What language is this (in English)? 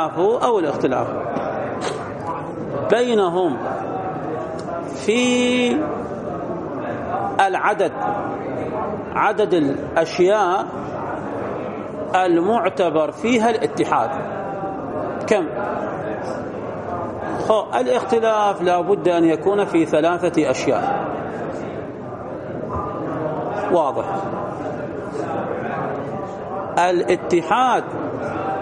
Arabic